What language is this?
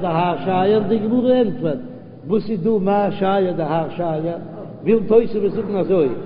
Yiddish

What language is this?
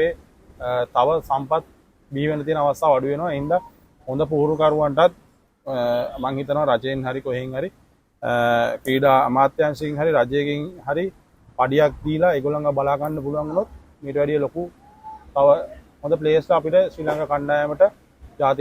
Sinhala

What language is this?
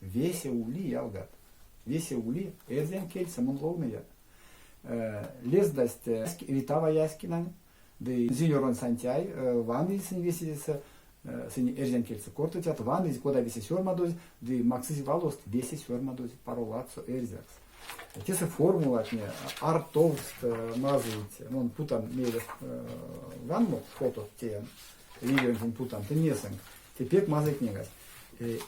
Erzya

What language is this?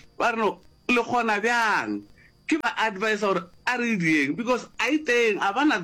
Northern Sotho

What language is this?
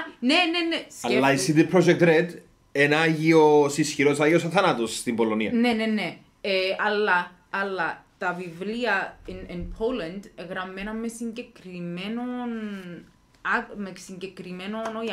Greek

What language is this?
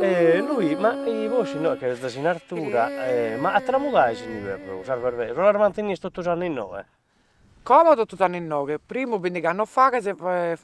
Sardinian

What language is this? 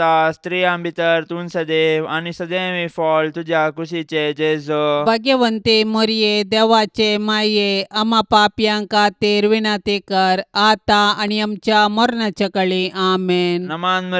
Konkani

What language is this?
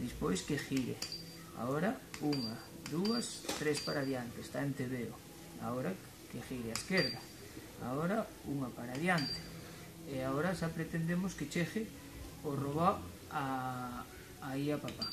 Galician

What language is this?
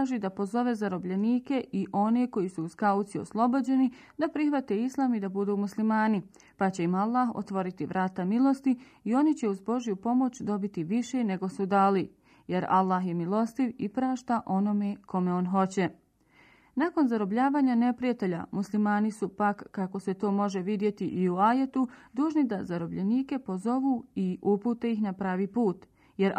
Bosnian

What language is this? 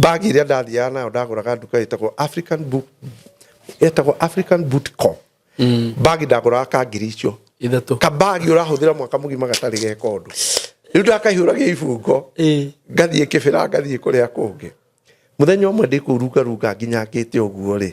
Kikuyu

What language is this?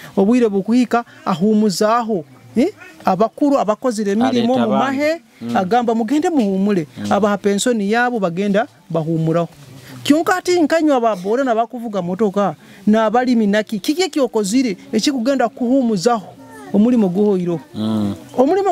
Nyoro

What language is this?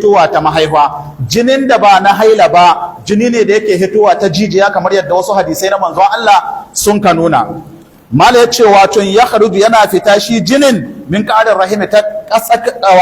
Hausa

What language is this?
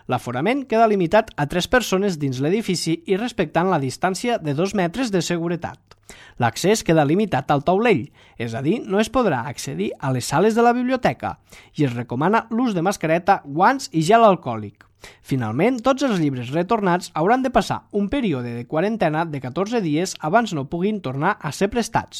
Catalan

